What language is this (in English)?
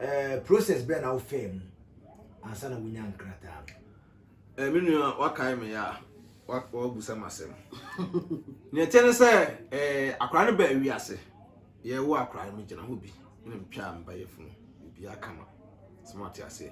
Akan